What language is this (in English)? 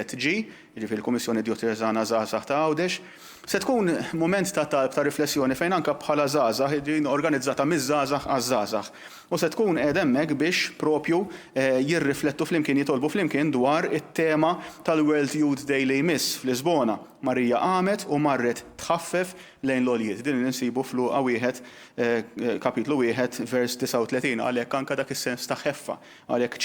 Maltese